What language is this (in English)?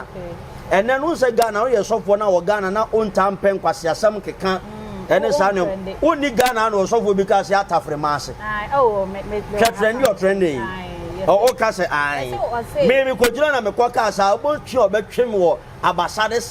Akan